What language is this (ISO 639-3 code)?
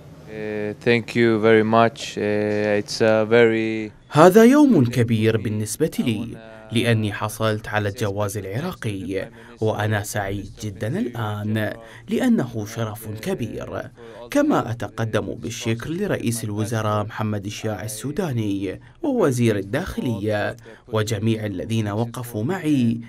acm